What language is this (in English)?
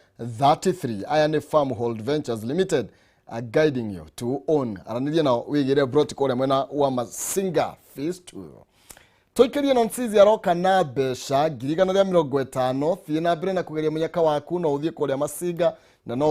Kikuyu